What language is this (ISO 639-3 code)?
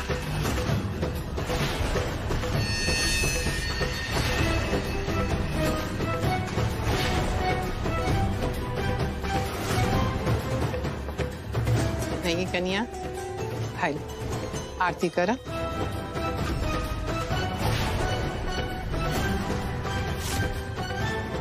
bho